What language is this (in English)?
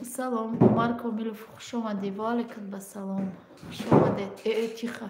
Tajik